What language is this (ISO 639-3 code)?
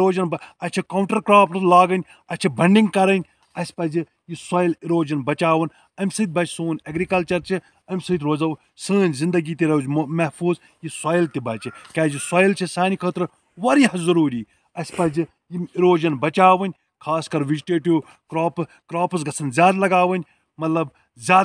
kas